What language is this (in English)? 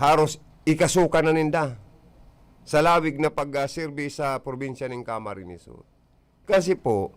Bikol